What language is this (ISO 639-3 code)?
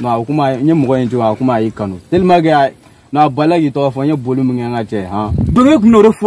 bam